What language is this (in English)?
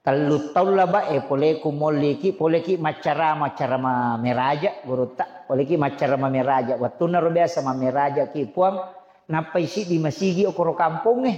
Buginese